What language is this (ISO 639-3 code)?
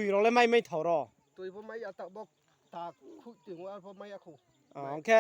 ria